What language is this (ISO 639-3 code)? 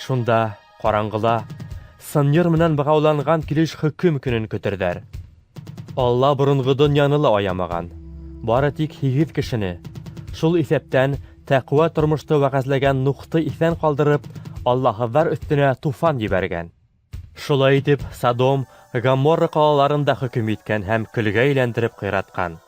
bak